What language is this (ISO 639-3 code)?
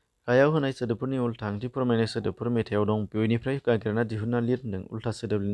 brx